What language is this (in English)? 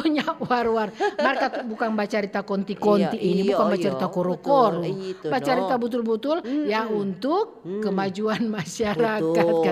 Manado Malay